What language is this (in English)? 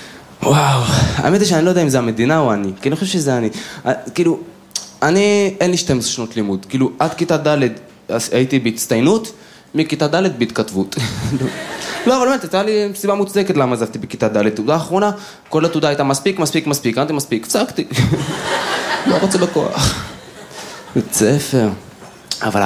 Hebrew